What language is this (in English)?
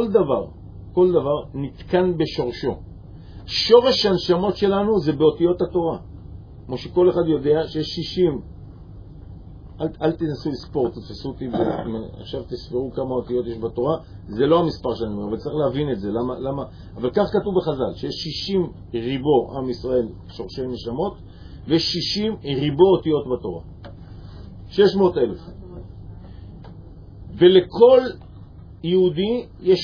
Hebrew